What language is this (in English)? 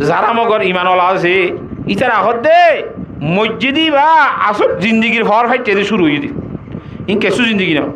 Rohingya